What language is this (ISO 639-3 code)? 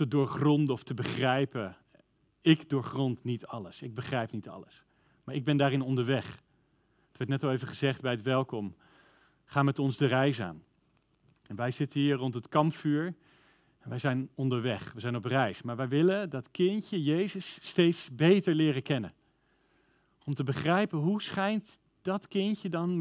nld